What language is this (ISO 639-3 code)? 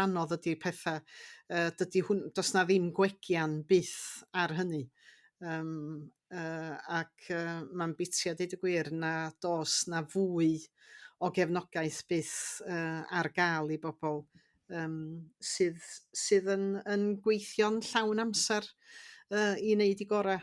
cym